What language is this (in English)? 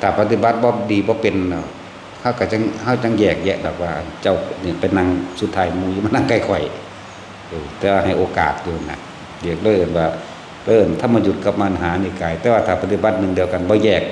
Northeastern Thai